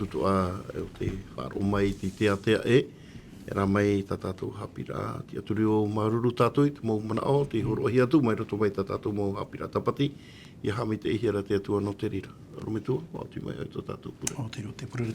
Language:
Tahitian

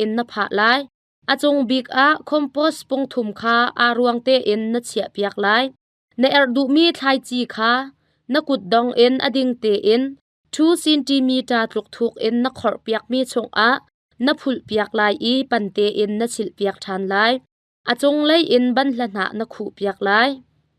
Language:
Hakha Chin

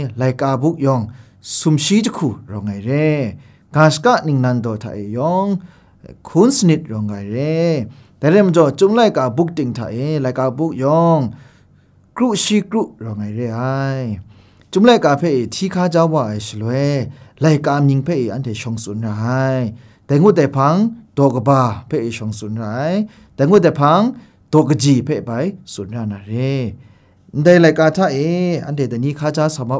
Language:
Kachin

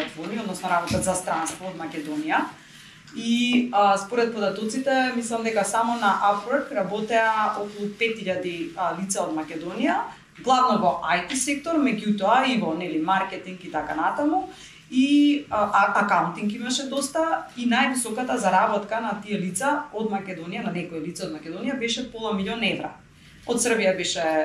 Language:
Macedonian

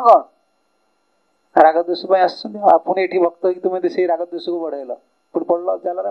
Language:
Odia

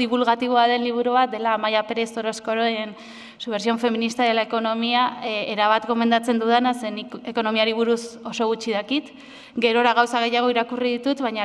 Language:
Basque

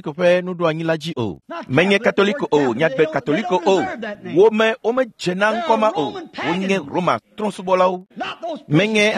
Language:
Ewe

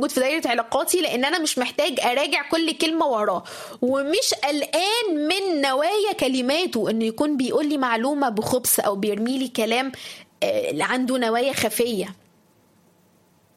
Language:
Egyptian Arabic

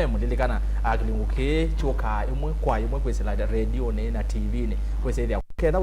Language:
Kamba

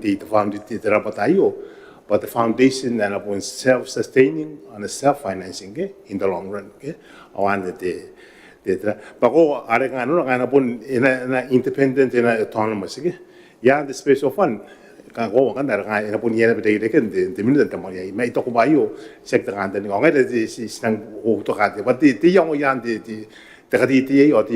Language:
Gilbertese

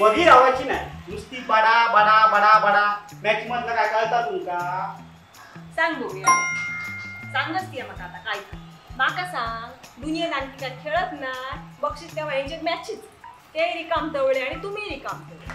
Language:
Konkani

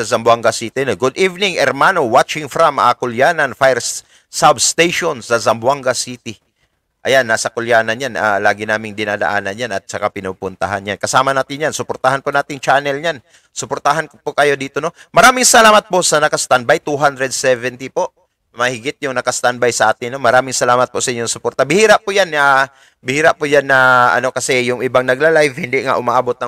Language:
Filipino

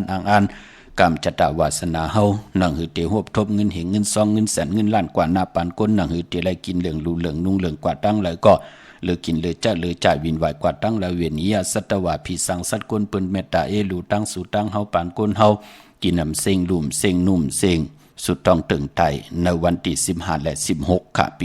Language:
Shan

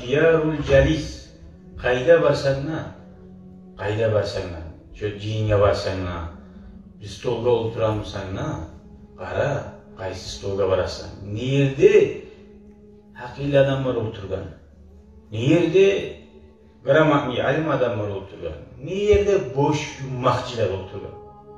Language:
Kumyk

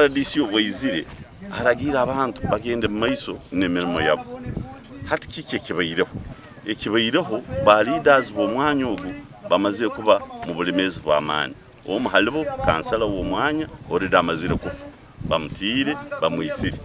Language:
Nyankole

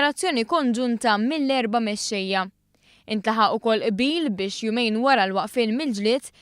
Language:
Maltese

